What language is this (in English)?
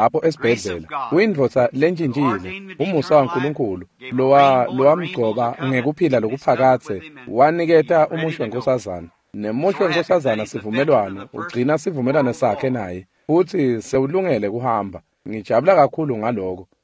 Swati